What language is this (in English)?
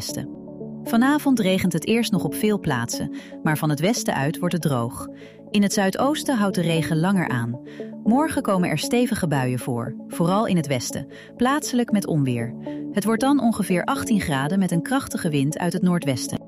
Dutch